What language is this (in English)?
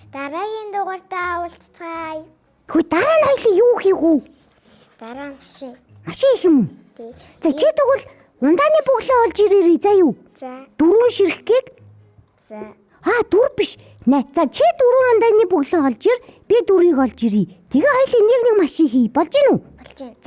Mongolian